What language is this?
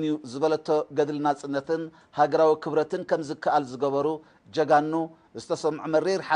Tigrinya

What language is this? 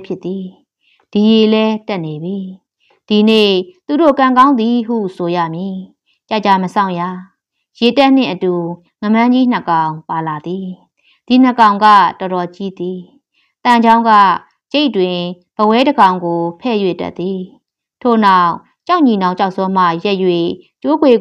Burmese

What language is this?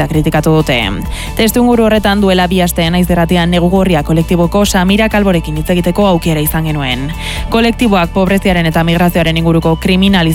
Basque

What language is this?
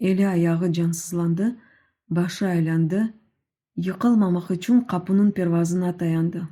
Crimean Tatar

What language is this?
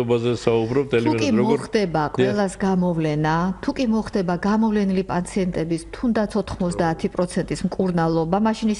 Georgian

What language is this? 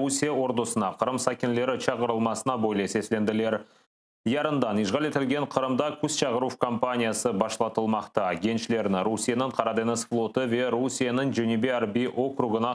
Crimean Tatar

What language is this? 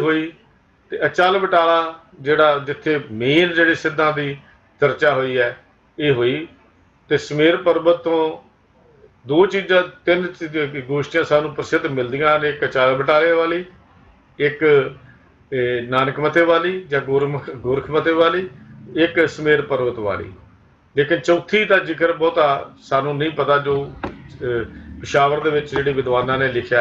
Punjabi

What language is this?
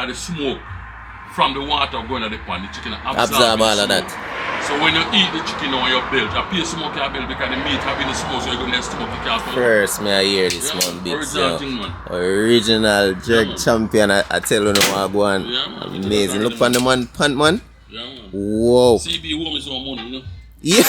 Jamaican Creole English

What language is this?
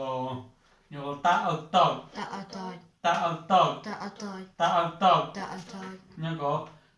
Mon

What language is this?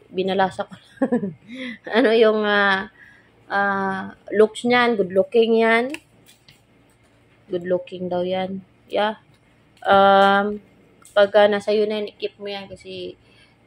Filipino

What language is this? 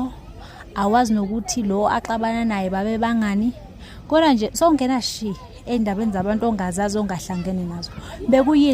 Zulu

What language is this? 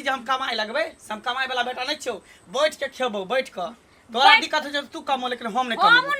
Maithili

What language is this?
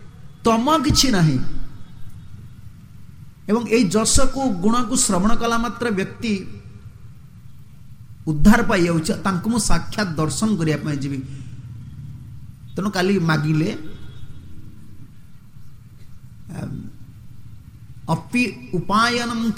Odia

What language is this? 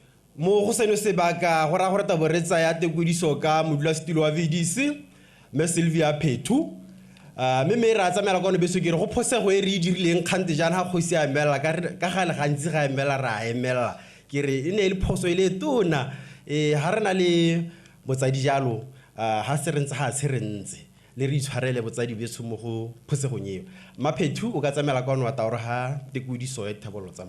Tswana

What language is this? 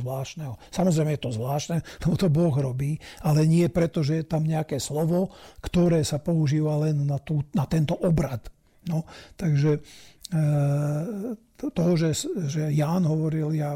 Slovak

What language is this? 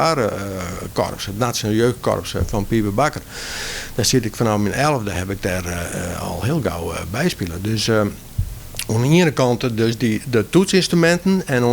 Western Frisian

